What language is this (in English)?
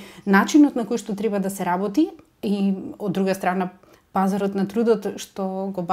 Macedonian